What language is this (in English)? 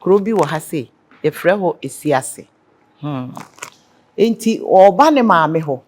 Akan